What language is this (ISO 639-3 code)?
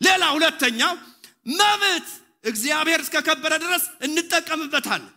amh